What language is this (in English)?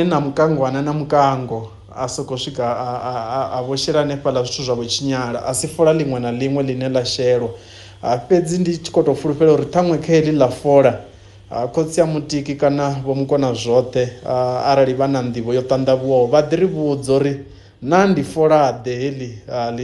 Venda